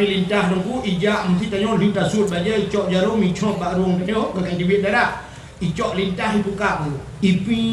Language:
Achinese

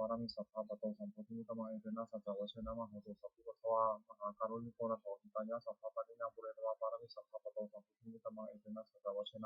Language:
Pali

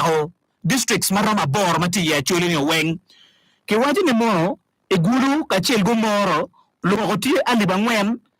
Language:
Acoli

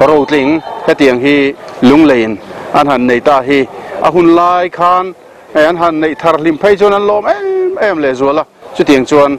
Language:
Mizo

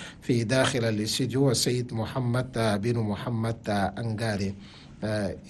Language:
Chadian Arabic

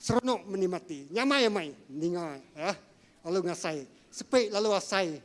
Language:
Iban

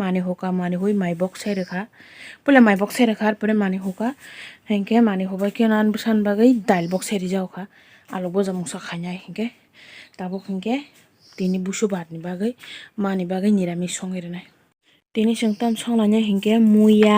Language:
Kok Borok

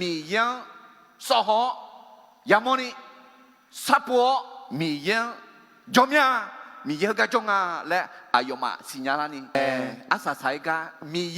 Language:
Akha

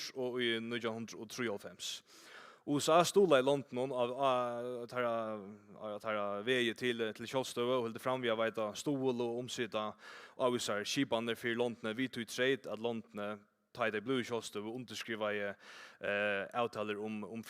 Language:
Faroese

